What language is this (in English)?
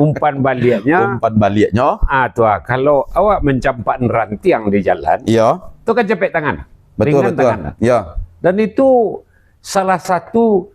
Minangkabau